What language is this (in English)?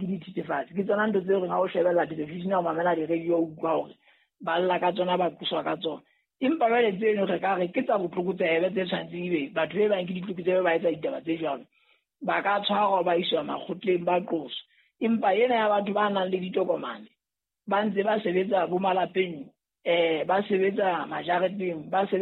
Southern Sotho